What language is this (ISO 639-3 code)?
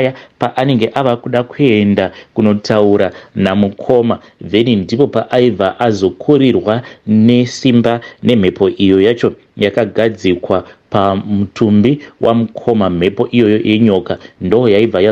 sna